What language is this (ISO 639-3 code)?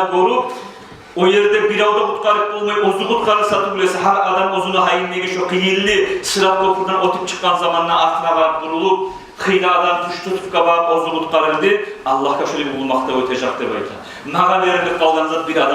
kum